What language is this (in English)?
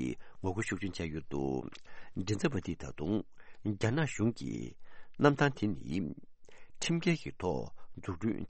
Tibetan